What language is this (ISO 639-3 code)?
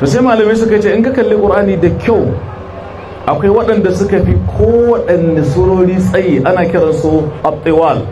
hau